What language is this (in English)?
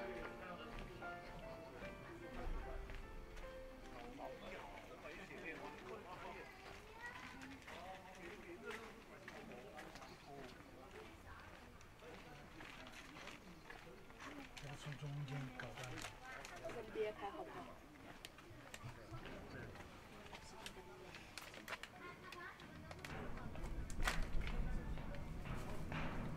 Chinese